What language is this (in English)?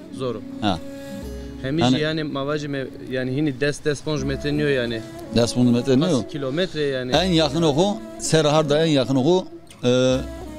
Zaza